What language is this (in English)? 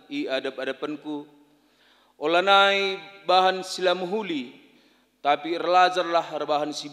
Batak Karo